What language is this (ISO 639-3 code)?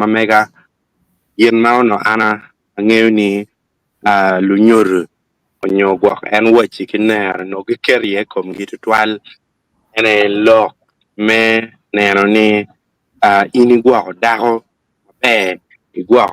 ach